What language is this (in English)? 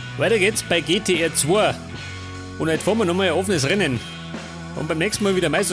Bavarian